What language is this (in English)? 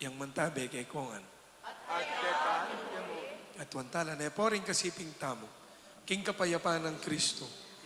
Pampanga